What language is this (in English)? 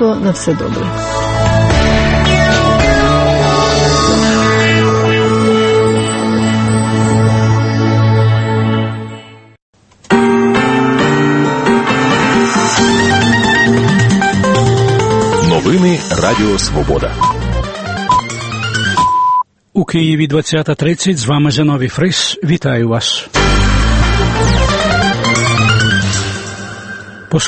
Ukrainian